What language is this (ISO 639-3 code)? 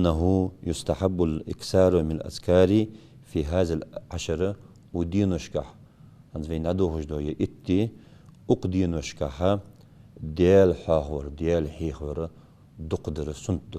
inh